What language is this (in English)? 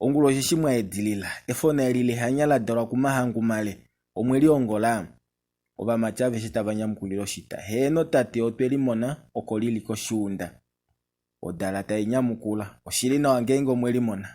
Kuanyama